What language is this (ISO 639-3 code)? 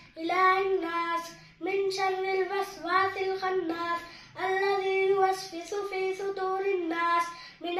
skr